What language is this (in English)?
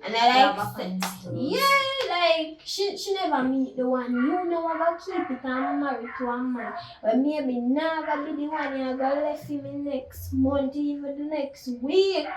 Jamaican Creole English